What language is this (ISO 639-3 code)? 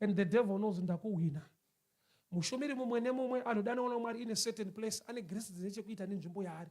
sna